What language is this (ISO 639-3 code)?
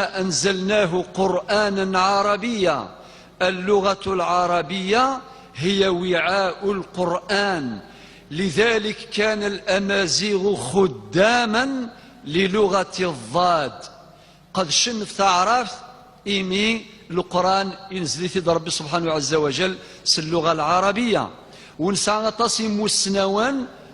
kab